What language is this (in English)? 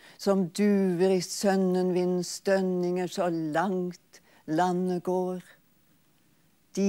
Norwegian